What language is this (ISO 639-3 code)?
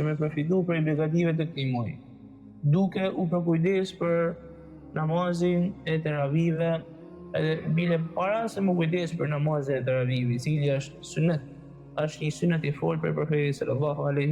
sqi